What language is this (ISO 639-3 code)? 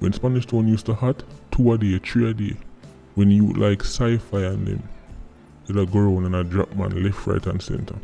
jam